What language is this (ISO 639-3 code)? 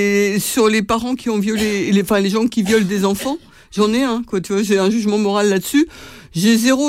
fra